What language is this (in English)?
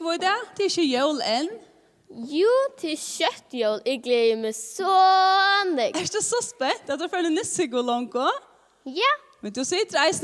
Faroese